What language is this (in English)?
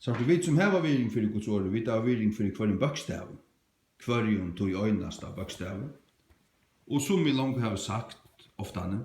Faroese